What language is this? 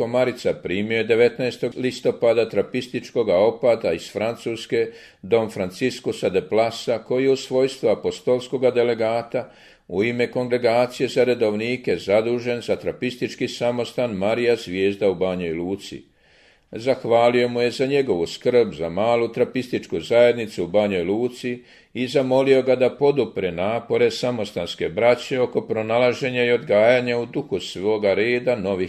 Croatian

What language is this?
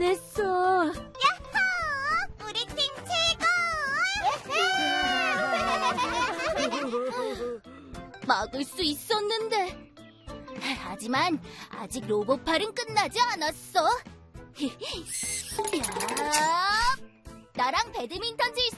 Korean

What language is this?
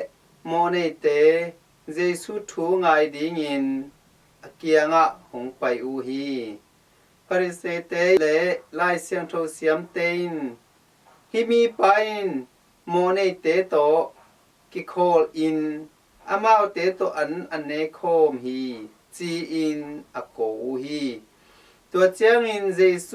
Tedim Chin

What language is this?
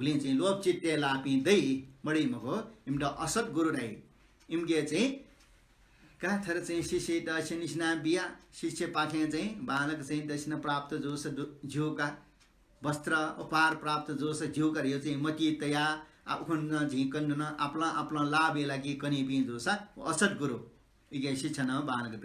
Newari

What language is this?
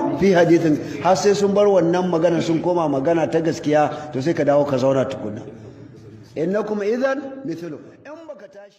Hausa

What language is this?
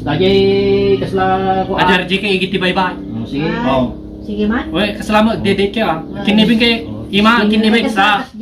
Iloko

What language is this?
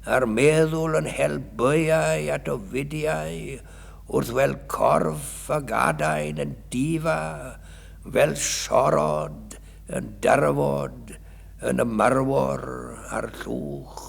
Welsh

